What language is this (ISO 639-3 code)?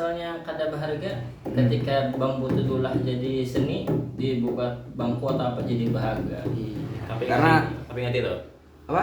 bjn